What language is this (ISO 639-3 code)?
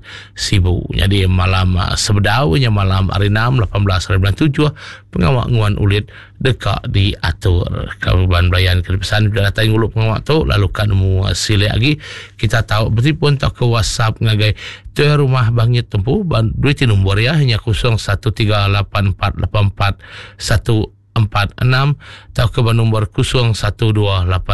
iba